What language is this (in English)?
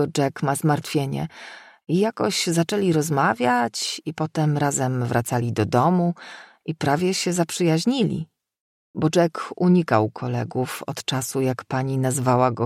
Polish